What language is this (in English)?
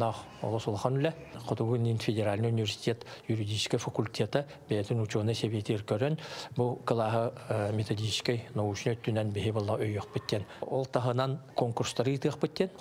Yakut